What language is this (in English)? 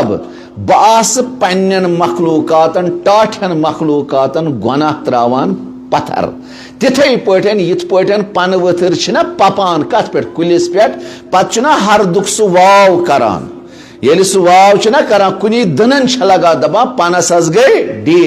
Kashmiri